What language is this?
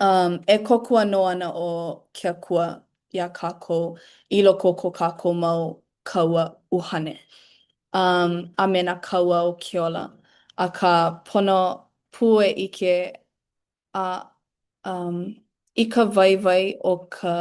Hawaiian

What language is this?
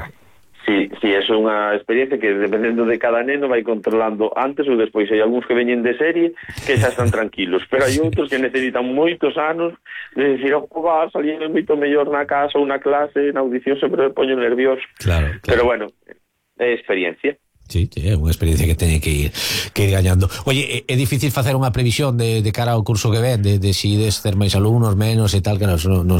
Galician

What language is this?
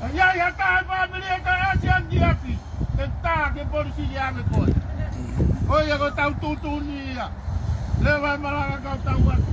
Tongan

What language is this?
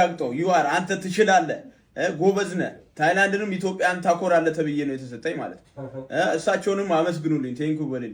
Amharic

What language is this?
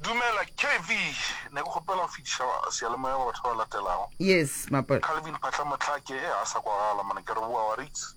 Northern Sotho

